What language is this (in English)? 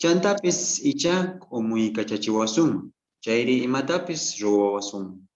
South Bolivian Quechua